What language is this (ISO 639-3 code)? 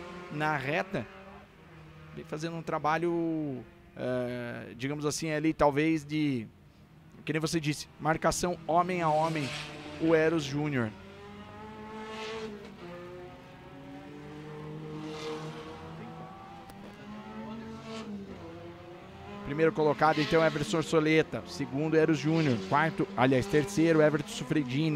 por